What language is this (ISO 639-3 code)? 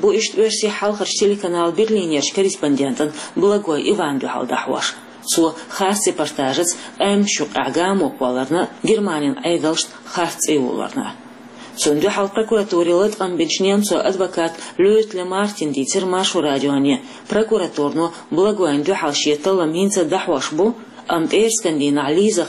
che